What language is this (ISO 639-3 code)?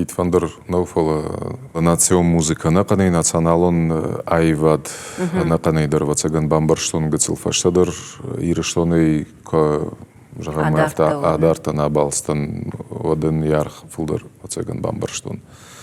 oss